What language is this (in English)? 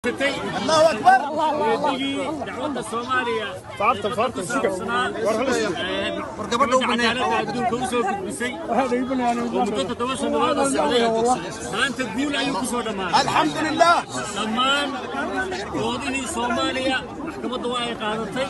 Somali